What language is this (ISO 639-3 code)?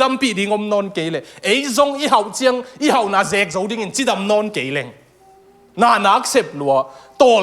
ctd